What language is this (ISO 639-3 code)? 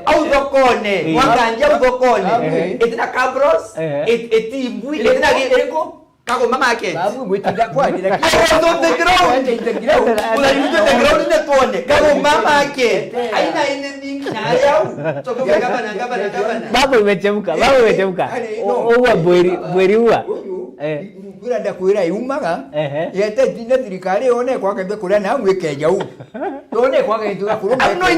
mer